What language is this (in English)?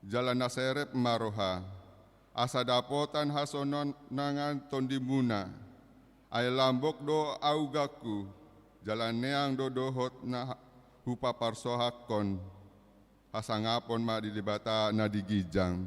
Batak Toba